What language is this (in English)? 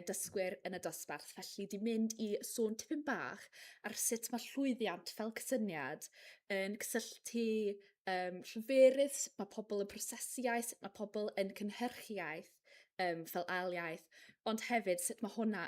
Welsh